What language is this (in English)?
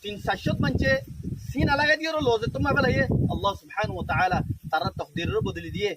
Rohingya